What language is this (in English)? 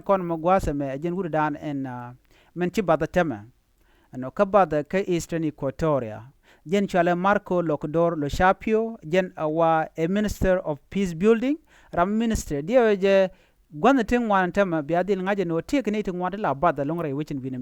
Nuer